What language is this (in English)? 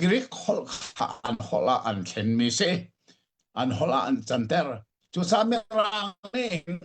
Hakha Chin